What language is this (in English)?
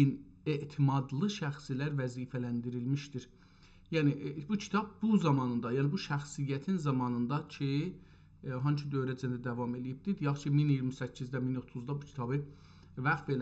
South Azerbaijani